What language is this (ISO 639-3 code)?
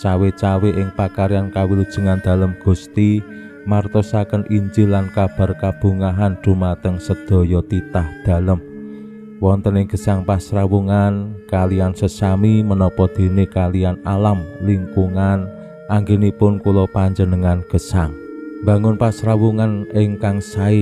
jav